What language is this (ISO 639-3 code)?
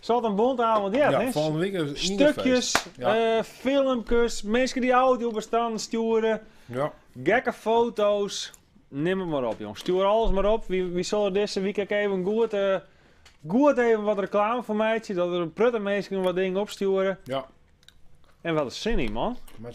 fry